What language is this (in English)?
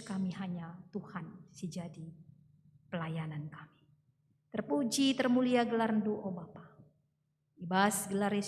Batak Karo